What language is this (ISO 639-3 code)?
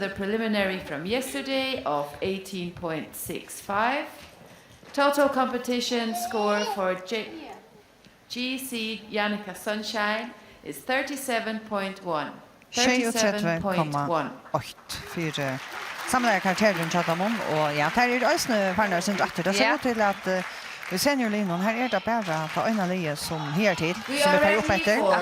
fao